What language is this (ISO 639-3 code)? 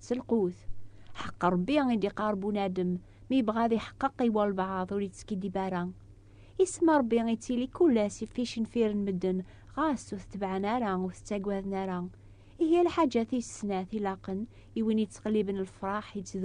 kab